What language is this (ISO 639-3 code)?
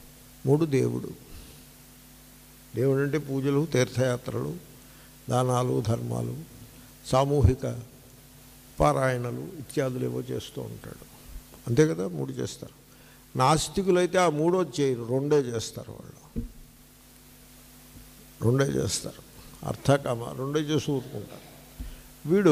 tel